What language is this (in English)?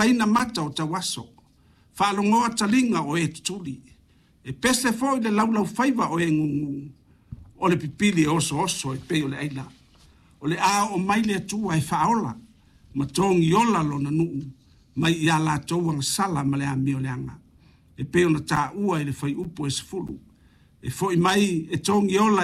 Samoan